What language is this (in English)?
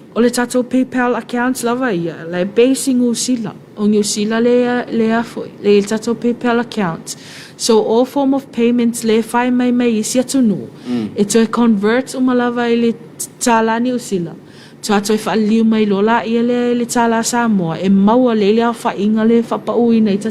Samoan